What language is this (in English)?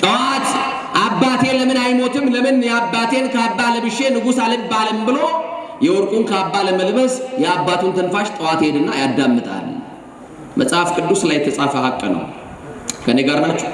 Amharic